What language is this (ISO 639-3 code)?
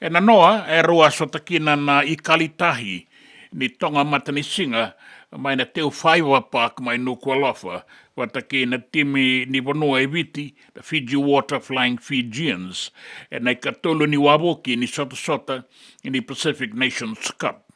fij